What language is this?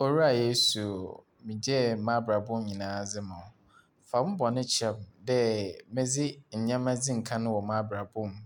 Akan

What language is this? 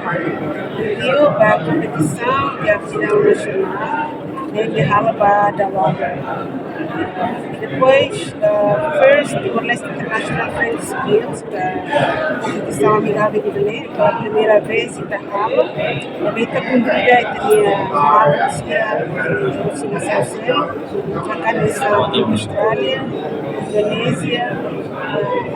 Tetum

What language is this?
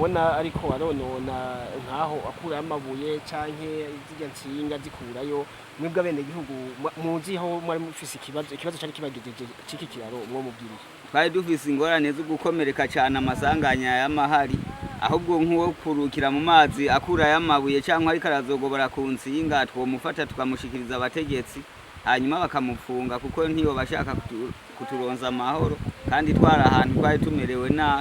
Rundi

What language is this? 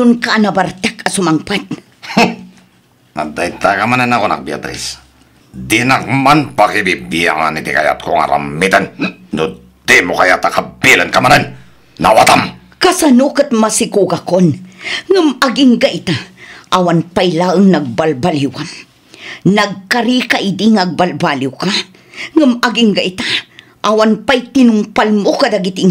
Iloko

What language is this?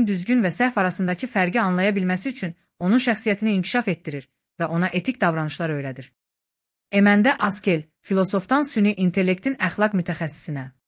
Azerbaijani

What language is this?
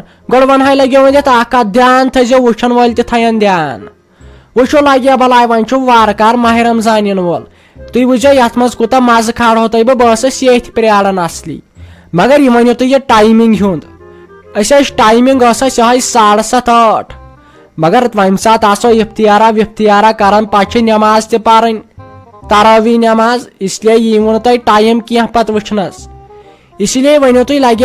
Kashmiri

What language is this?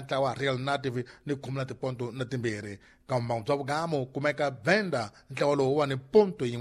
Tsonga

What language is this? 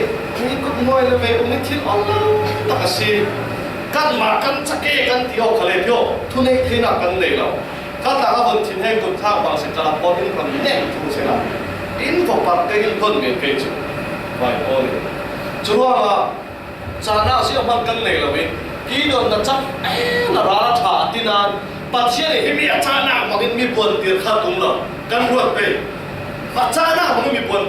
Falam Chin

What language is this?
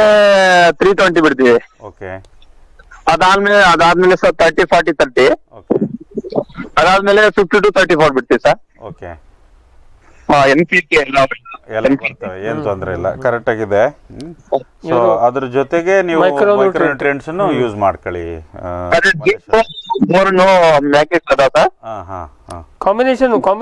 Kannada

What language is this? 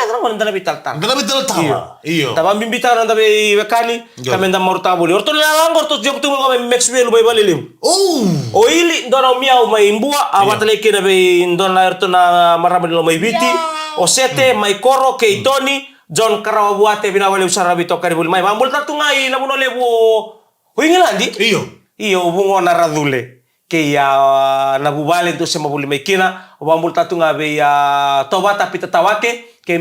Fijian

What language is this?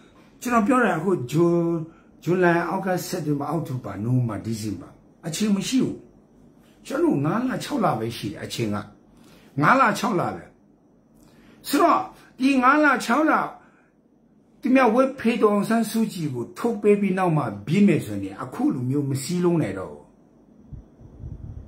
Burmese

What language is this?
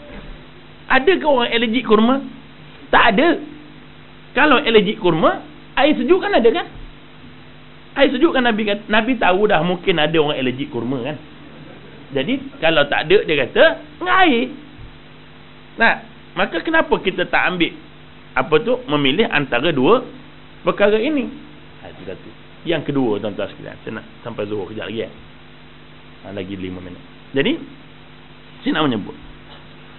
Malay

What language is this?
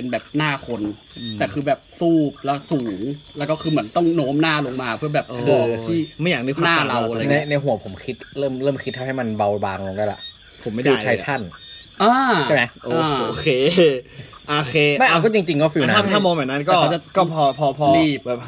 Thai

